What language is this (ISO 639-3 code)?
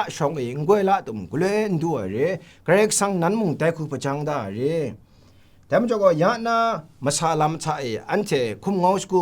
kac